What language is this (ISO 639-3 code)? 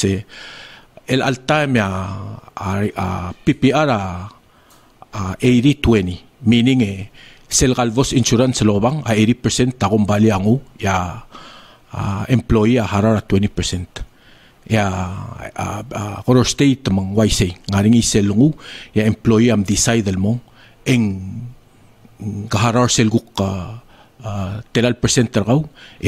pau